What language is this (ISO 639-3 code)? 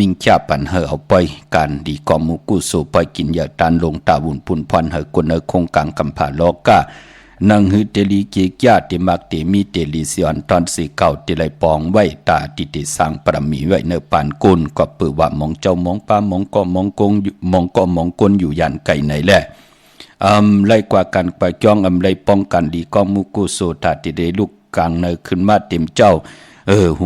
shn